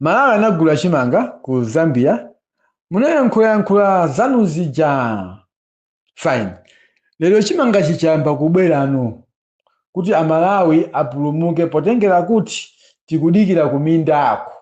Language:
Nyanja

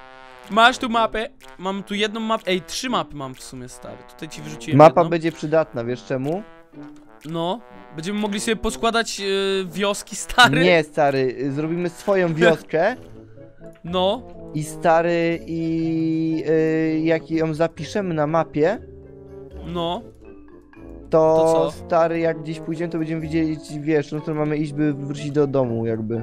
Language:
Polish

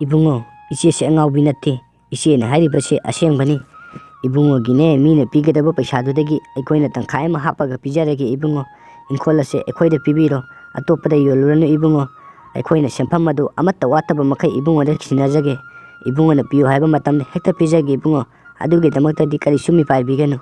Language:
Manipuri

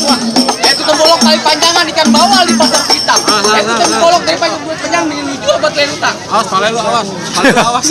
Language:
Betawi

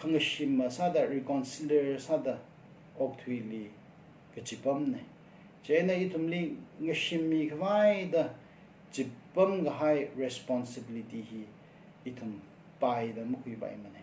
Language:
Tangkhul Naga (India)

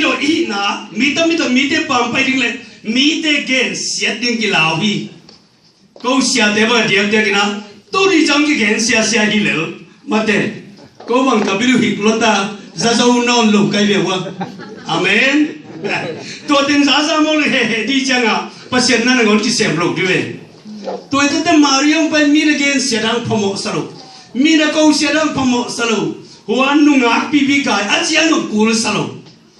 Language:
Tedim Chin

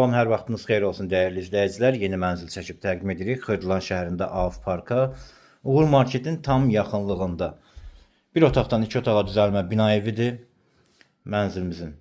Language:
Azerbaijani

